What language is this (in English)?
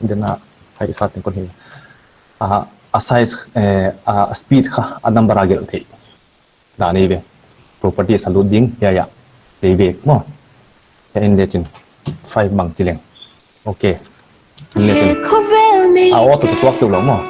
Paite Chin